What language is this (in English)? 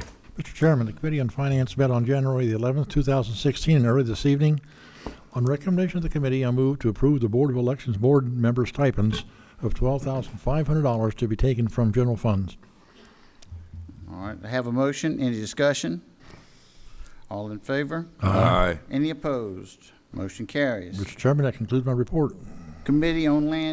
English